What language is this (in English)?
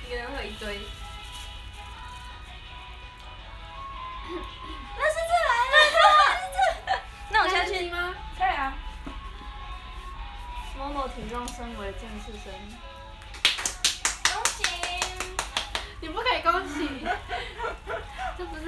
Chinese